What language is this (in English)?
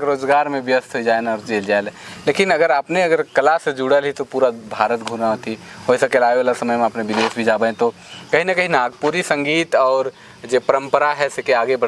Sadri